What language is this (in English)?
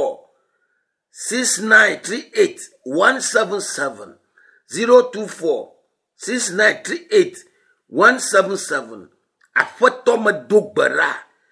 Ewe